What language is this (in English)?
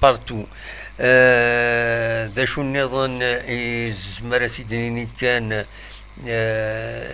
Kabyle